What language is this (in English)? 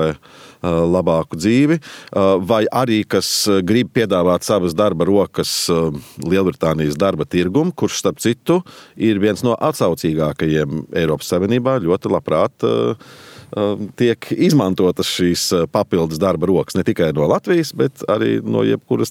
Latvian